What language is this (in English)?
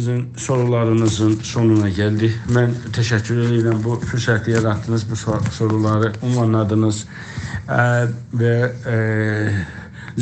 South Azerbaijani